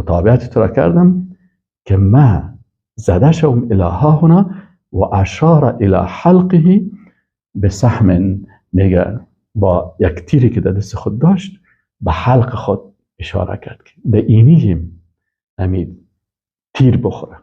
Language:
Persian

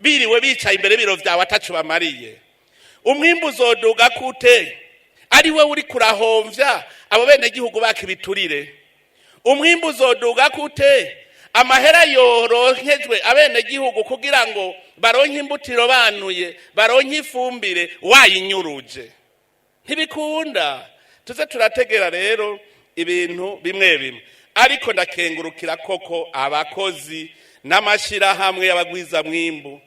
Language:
Rundi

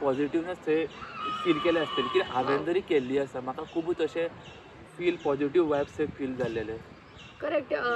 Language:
Konkani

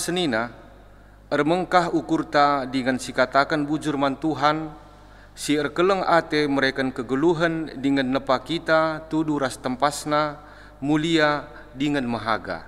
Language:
Batak Karo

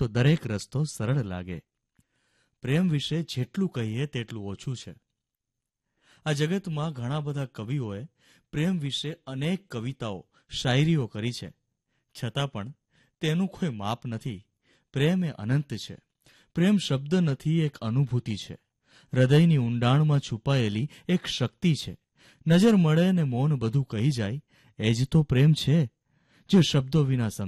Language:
Gujarati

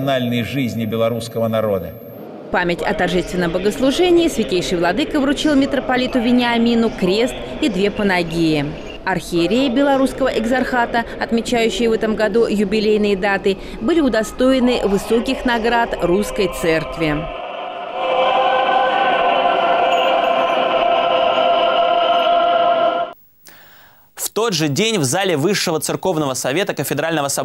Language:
Russian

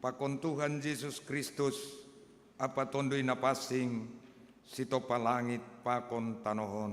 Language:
Batak Simalungun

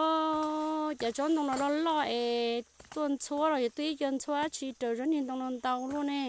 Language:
Hmong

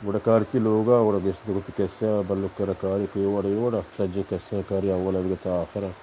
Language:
Baluchi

